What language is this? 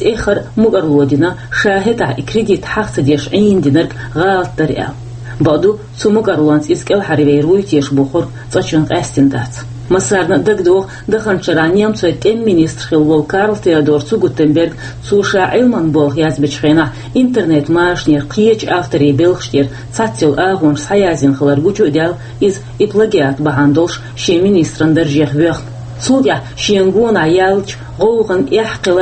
Chechen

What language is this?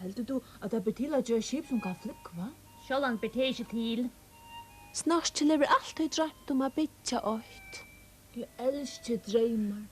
Faroese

